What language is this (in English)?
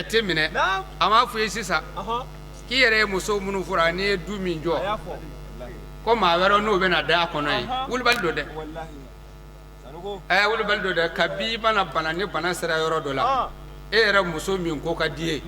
Bambara